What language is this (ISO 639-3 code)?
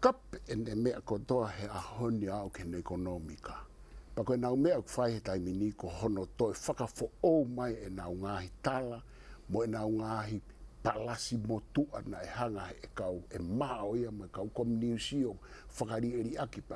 ton